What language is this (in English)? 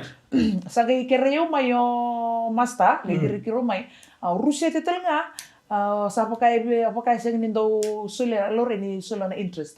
Fijian